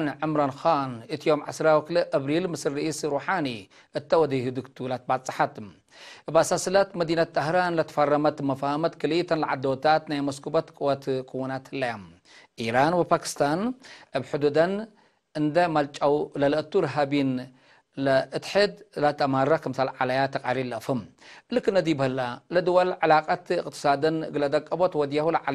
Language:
Tigre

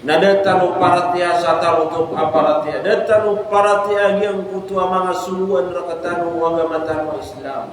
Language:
Maranao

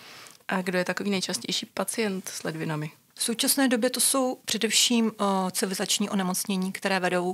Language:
Czech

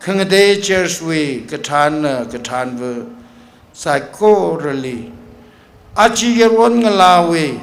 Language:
Tangkhul Naga (India)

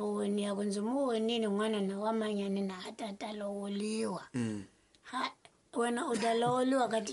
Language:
Tsonga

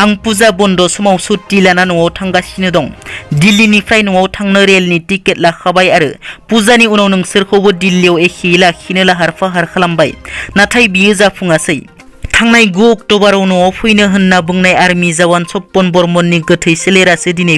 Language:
Bodo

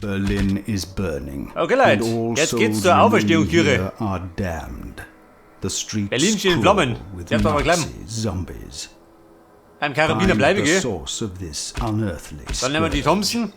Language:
Bavarian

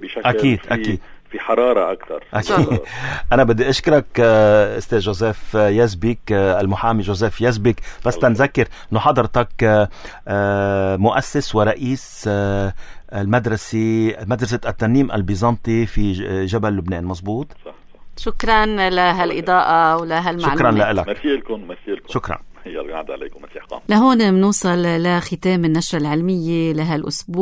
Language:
North Levantine Arabic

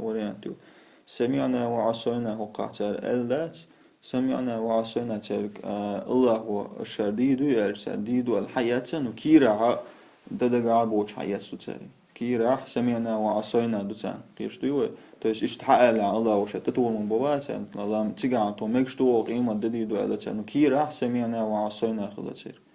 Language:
Chechen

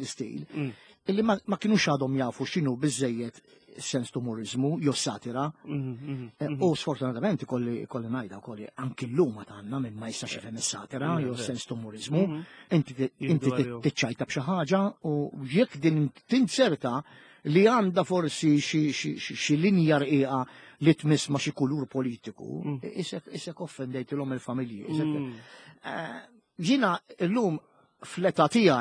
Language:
Maltese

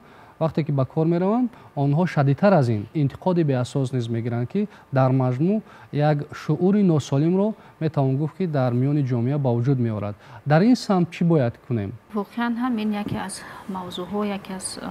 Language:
Tajik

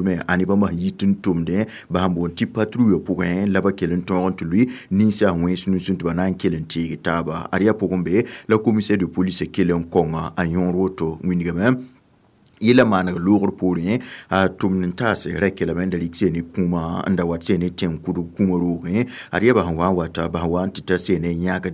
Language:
Mossi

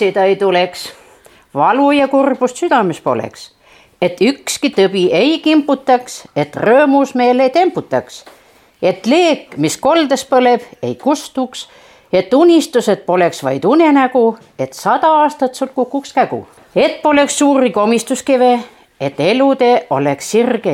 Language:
Estonian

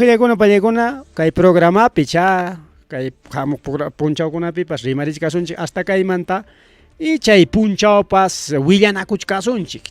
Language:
Ayacucho Quechua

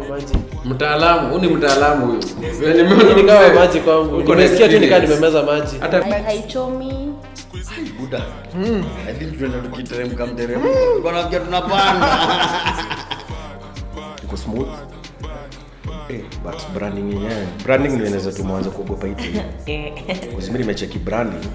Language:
Swahili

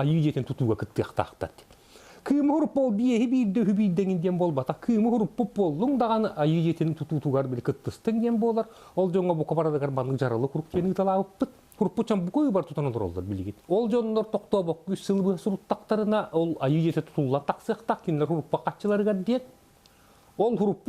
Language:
Yakut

